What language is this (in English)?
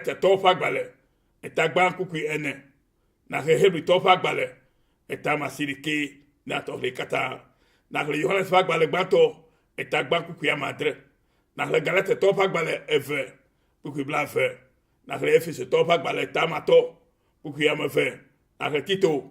Ewe